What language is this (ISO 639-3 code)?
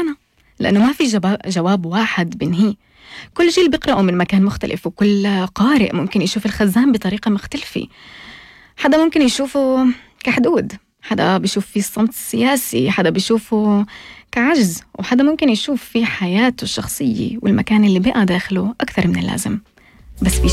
apc